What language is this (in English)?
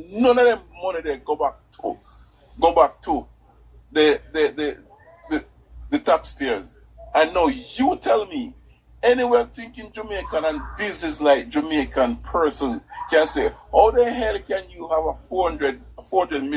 Jamaican Creole English